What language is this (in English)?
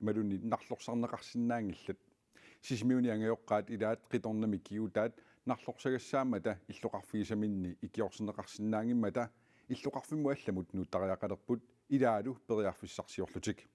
Kalaallisut